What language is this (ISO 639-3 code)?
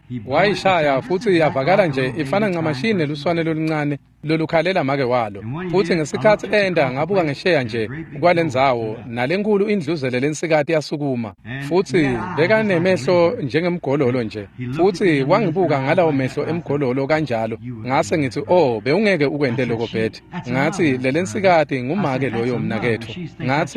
ssw